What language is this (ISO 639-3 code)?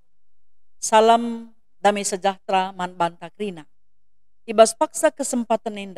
btx